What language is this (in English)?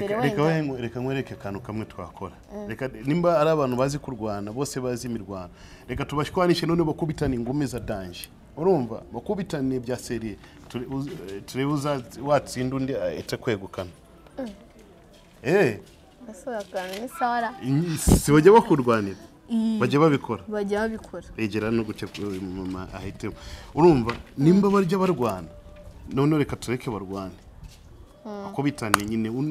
Kinyarwanda